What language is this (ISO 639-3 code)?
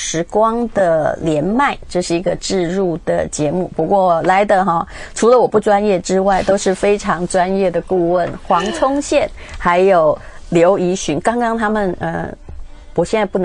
zho